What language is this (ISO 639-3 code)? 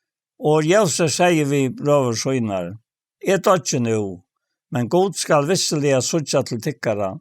fao